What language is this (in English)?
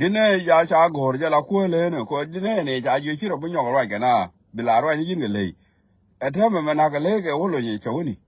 Nuer